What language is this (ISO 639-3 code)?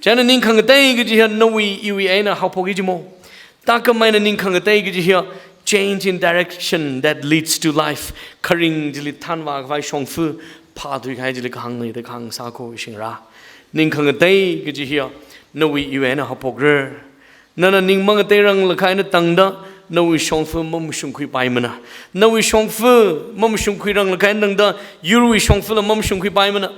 nmf